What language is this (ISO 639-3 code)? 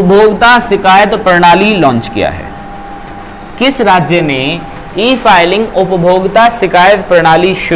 hin